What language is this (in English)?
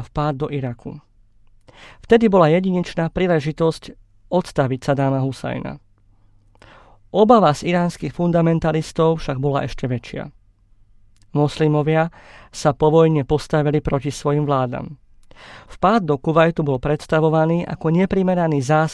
Slovak